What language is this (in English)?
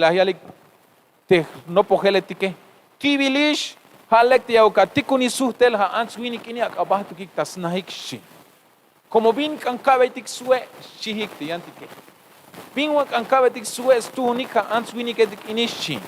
Tzeltal